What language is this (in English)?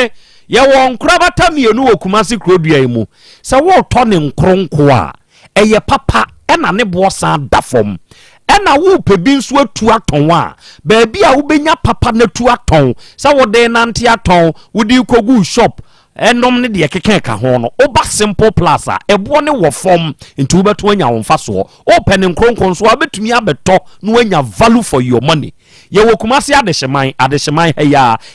Akan